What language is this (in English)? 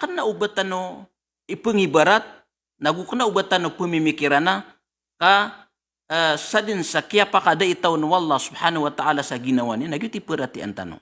Maranao